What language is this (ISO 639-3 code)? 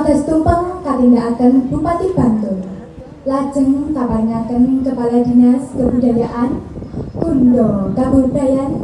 jav